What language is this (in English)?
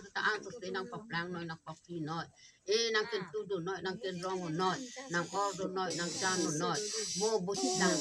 Karbi